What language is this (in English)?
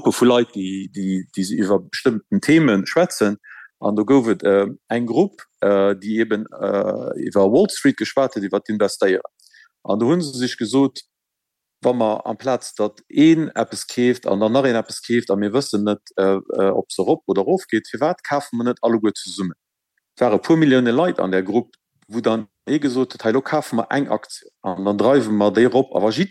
Luxembourgish